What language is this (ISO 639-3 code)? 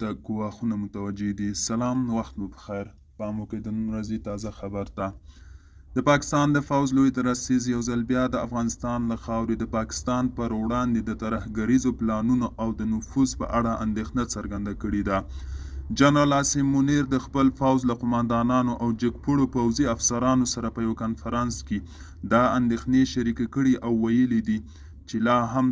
pus